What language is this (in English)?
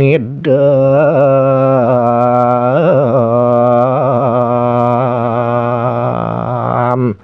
Balinese